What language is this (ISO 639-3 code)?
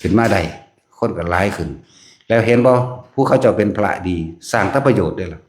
tts